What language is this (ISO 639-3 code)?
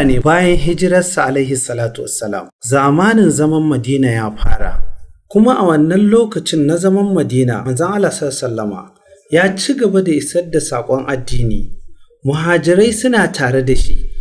hau